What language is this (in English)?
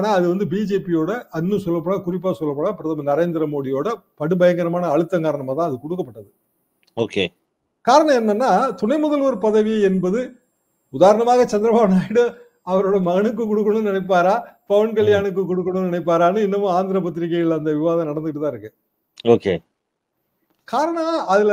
Tamil